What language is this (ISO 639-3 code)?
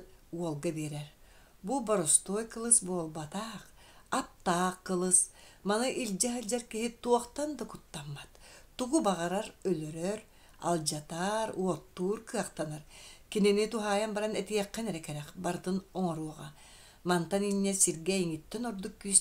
sah